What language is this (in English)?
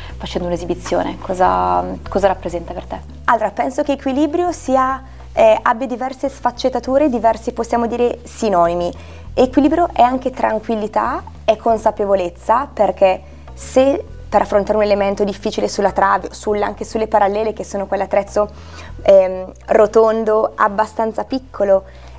Italian